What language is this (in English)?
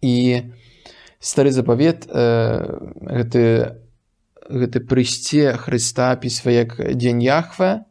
Belarusian